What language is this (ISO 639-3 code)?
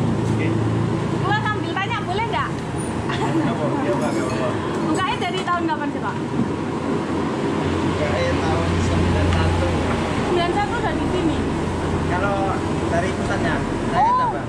ind